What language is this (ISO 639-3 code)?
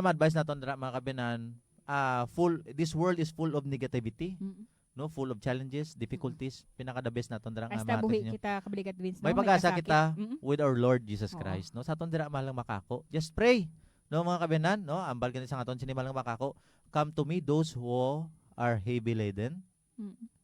hil